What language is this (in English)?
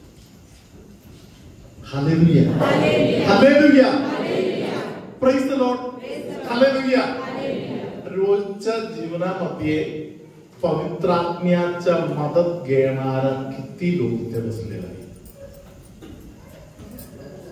Marathi